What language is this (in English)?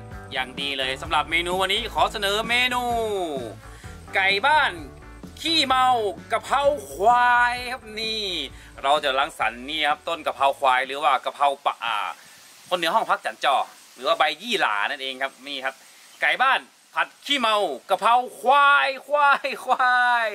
Thai